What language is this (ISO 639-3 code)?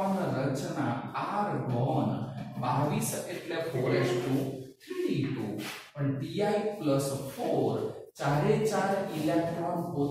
guj